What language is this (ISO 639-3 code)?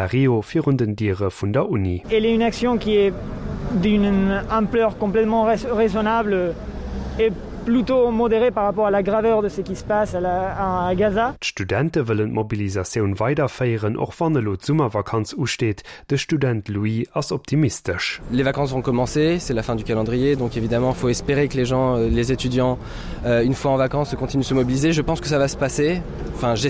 ltz